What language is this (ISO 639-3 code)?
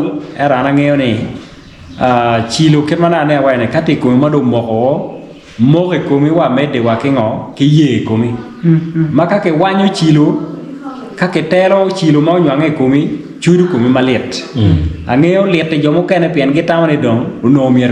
ach